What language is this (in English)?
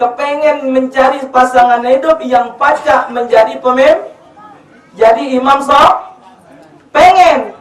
Musi